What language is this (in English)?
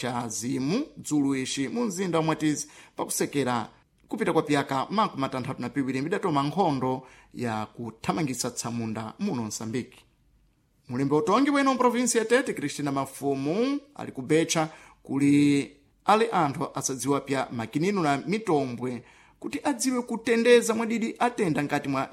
Sena